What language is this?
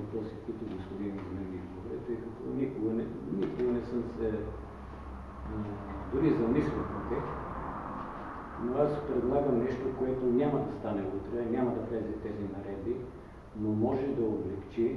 Bulgarian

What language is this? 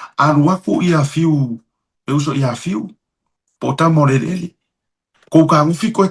Samoan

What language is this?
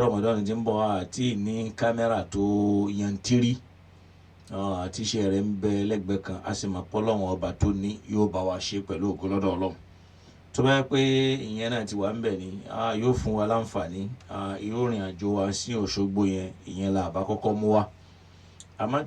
Yoruba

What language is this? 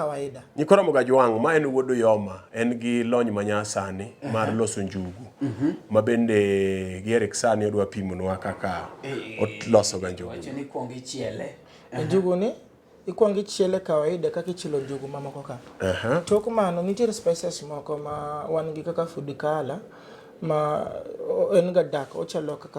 Luo (Kenya and Tanzania)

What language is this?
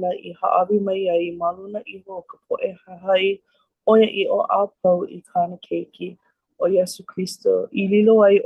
Hawaiian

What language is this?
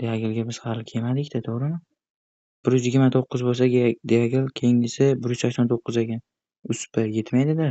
Uzbek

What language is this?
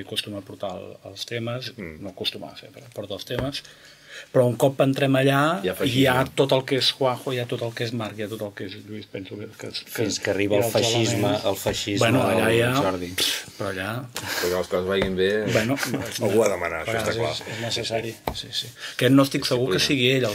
Catalan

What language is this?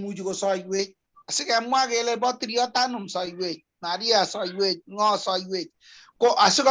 Kalenjin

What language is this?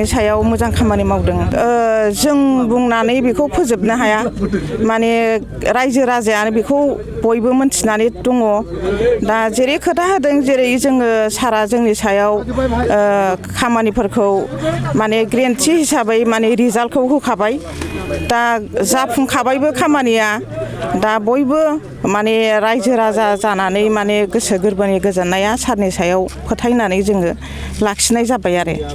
Bodo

